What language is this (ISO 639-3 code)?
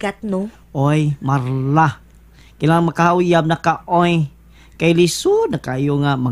ceb